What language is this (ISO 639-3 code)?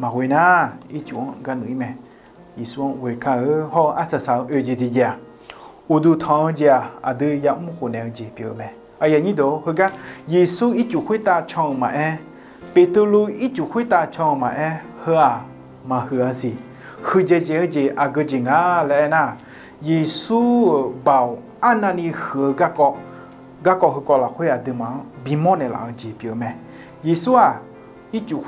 ahk